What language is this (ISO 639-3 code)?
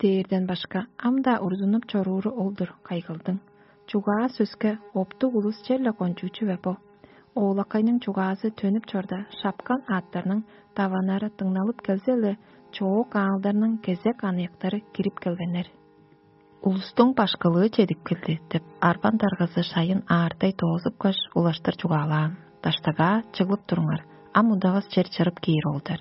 tyv